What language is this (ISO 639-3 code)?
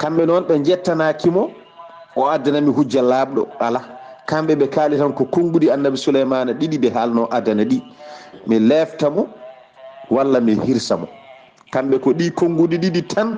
ful